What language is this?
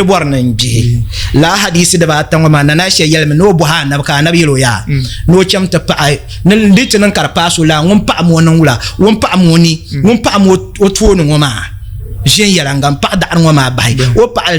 Dagbani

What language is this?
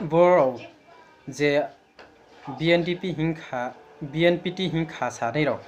Riang (India)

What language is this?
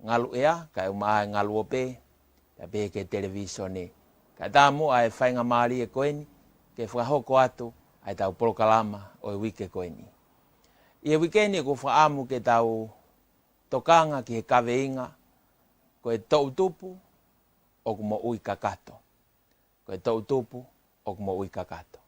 Tongan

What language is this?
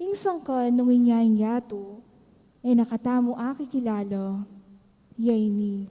Pampanga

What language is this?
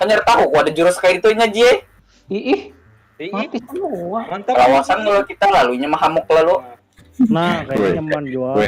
Banjar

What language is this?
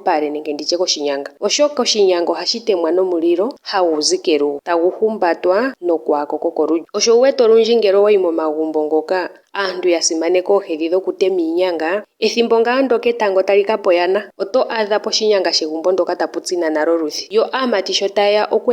Ndonga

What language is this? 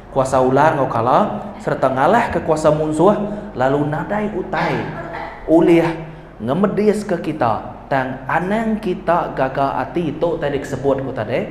Iban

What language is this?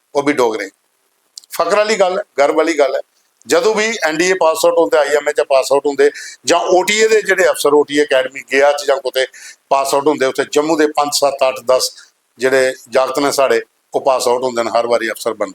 Dogri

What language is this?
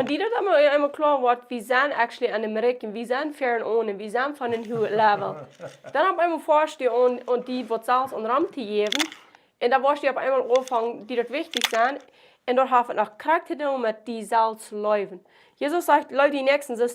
Plautdietsch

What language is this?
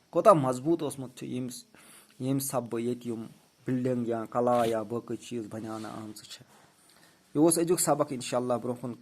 Kashmiri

